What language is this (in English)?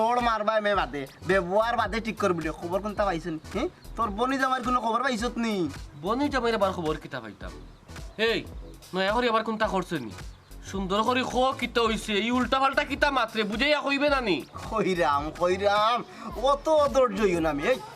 Sylheti